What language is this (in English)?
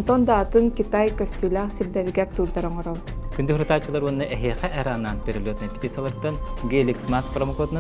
Yakut